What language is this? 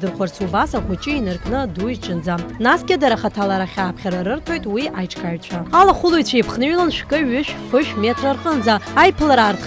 Abkhazian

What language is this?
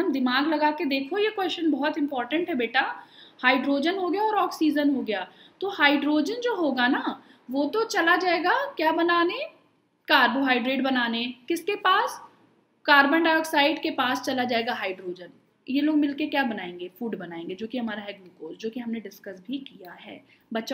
Hindi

